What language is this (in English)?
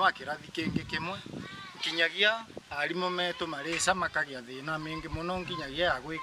Meru